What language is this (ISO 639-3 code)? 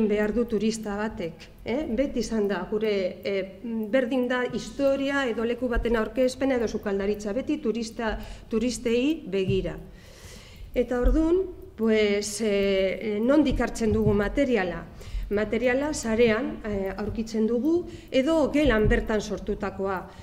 eus